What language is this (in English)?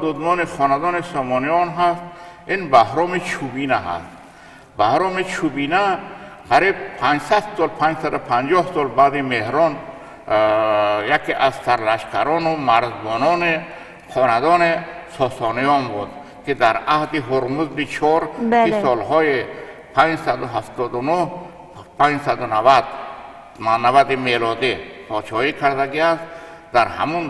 Tajik